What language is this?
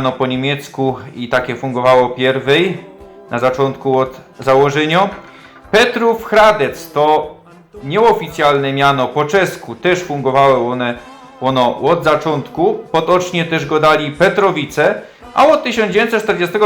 Silesian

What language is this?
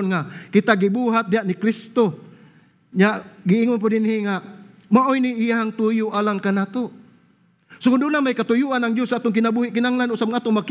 Cebuano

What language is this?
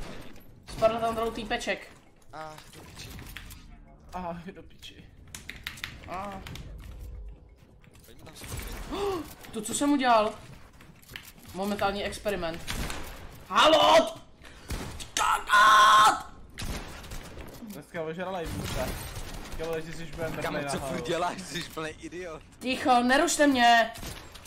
Czech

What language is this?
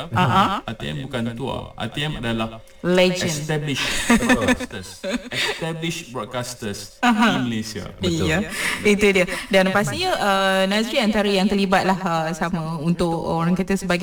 Malay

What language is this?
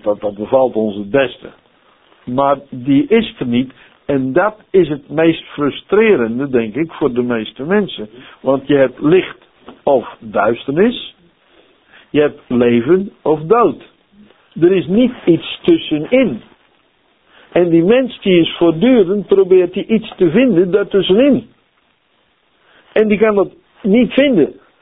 Dutch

